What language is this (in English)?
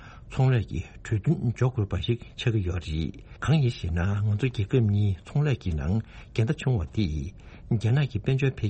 Tibetan